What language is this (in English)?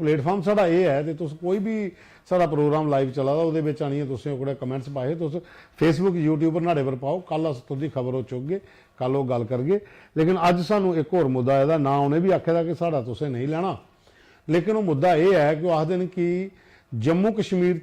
Dogri